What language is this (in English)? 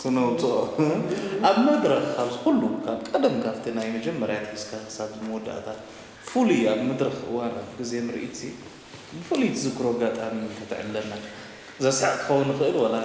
Tigrinya